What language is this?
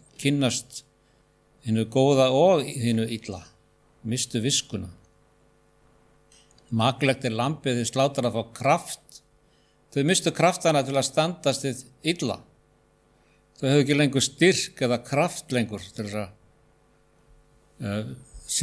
Icelandic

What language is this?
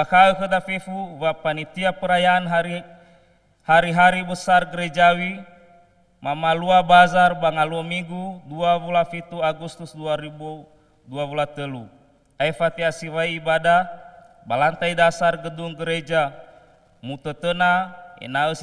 Nias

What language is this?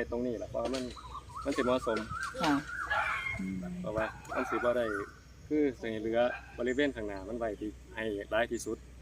Northeastern Thai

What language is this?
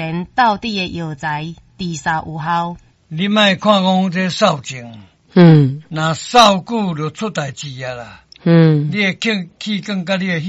Min Nan Chinese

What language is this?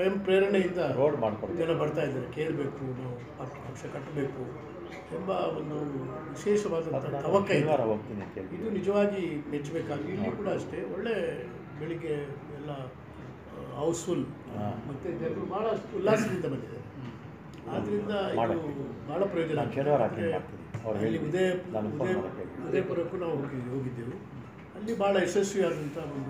Kannada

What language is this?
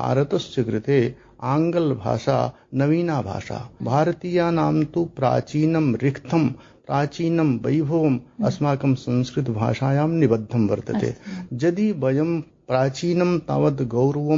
Sanskrit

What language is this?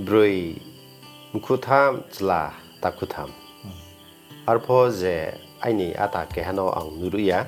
Riang (India)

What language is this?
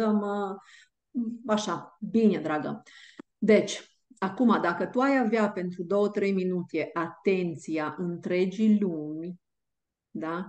Romanian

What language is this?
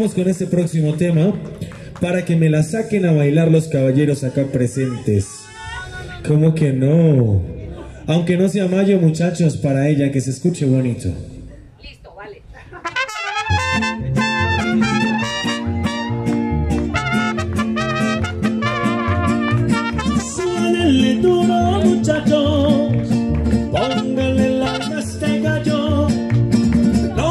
Spanish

